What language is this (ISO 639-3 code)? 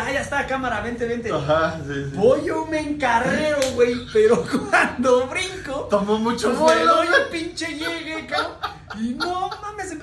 spa